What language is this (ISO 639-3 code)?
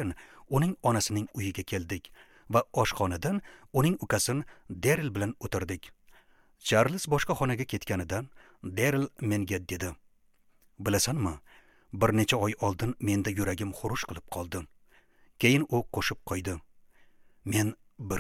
uzb